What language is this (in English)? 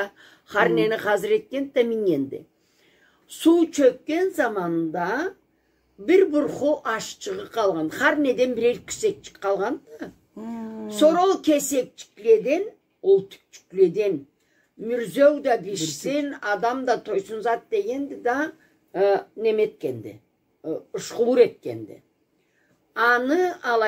Karachay-Balkar